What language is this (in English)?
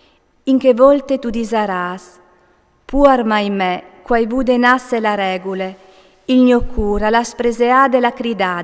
Friulian